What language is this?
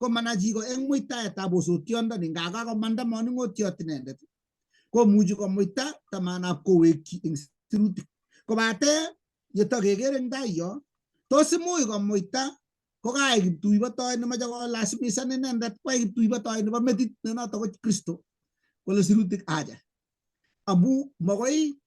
Kalenjin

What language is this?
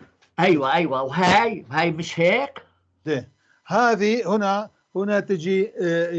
North Levantine Arabic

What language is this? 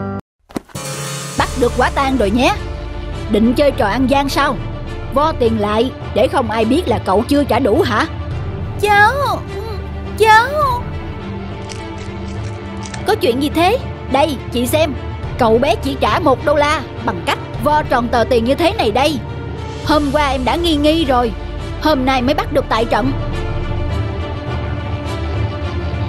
Vietnamese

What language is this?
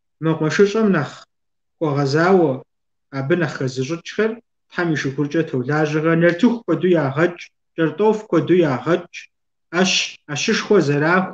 Kabardian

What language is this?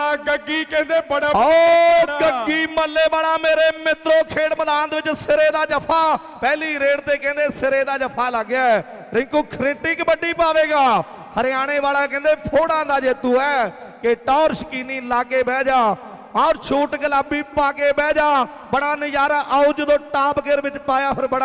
Punjabi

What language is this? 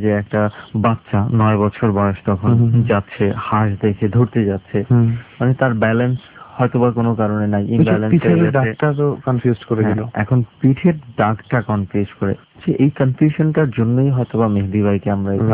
Bangla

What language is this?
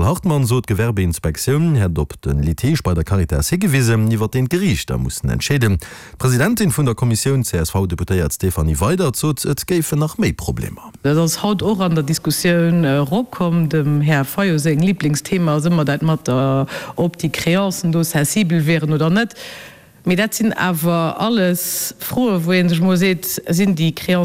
Luxembourgish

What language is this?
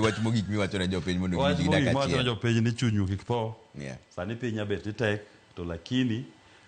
Luo (Kenya and Tanzania)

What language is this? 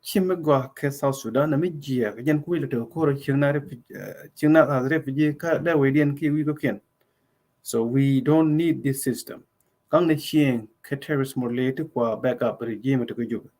Nuer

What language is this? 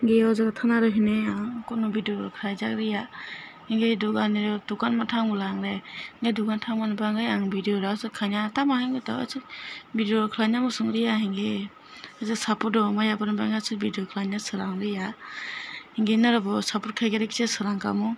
Kok Borok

